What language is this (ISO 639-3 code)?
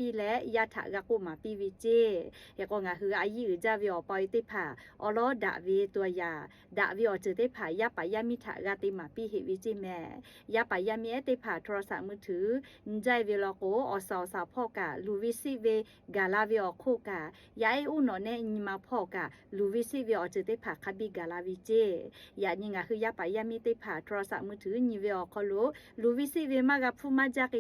lhu